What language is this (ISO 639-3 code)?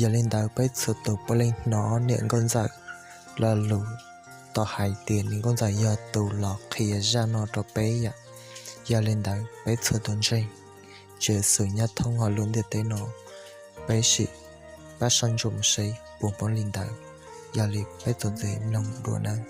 hmn